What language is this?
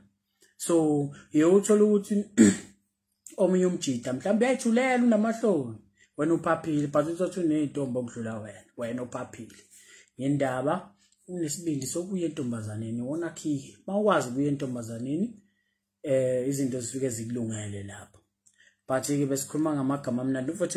Zulu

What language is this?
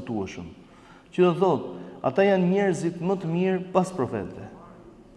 Albanian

